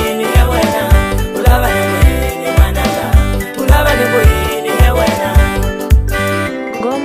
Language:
Swahili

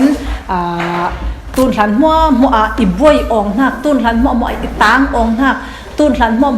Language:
Falam Chin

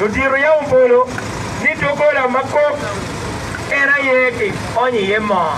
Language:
Acoli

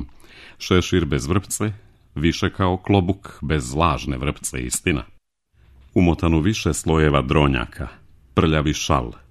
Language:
Serbian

